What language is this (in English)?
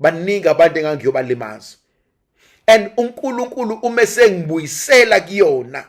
Zulu